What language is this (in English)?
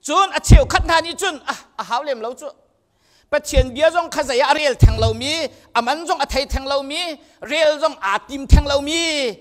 Hakha Chin